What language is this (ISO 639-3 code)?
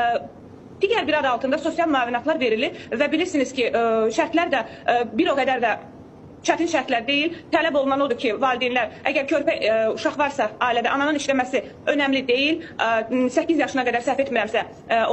aze